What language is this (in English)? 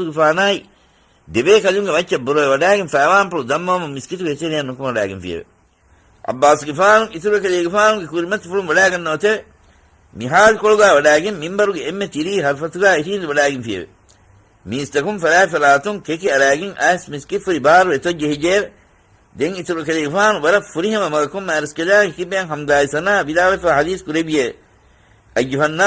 Divehi